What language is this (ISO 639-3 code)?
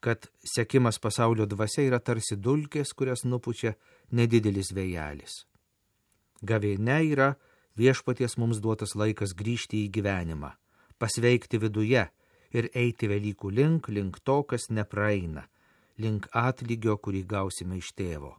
lit